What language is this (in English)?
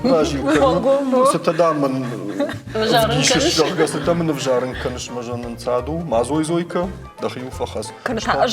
Ossetic